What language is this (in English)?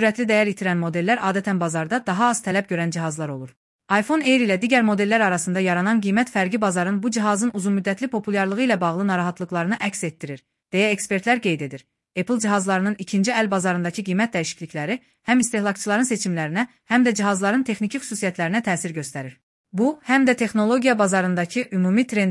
Azerbaijani